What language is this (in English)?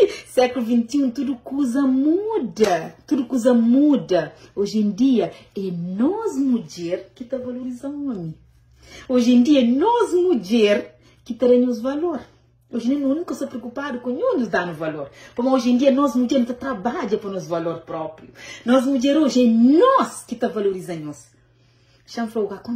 Kabuverdianu